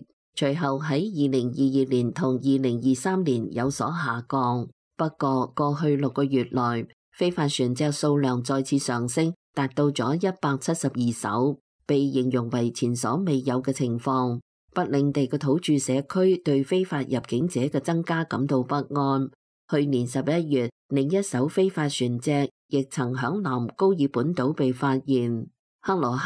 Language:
Cantonese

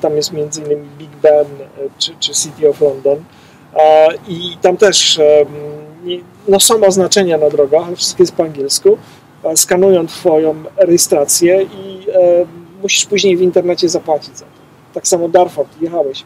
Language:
Polish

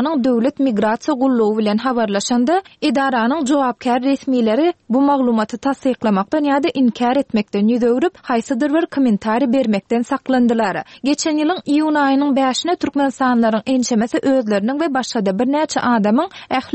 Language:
Turkmen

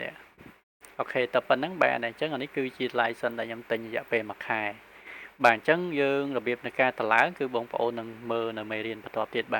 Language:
Khmer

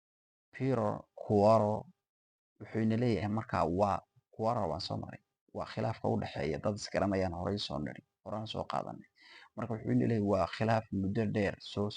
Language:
Somali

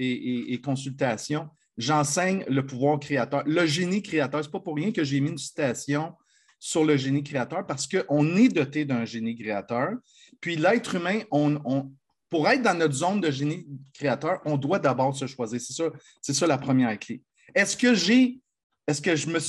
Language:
French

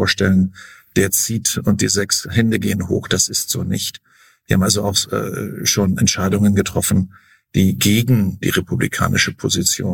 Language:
German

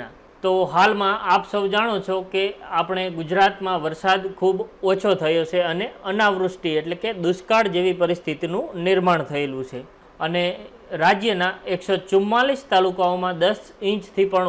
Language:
Gujarati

